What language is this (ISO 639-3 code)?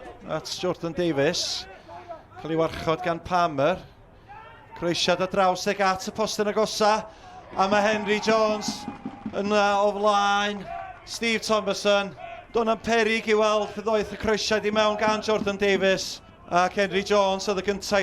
cym